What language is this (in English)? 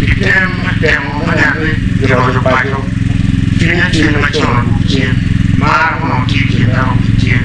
Acoli